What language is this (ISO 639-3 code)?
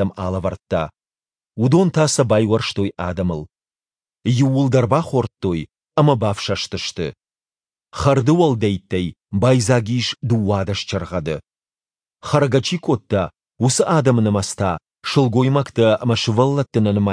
oss